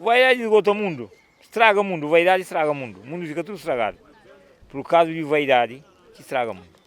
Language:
Kabuverdianu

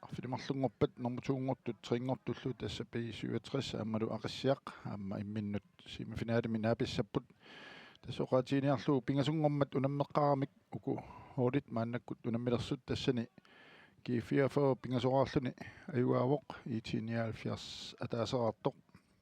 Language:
Kalaallisut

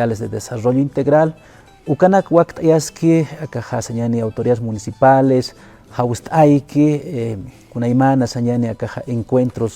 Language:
Aymara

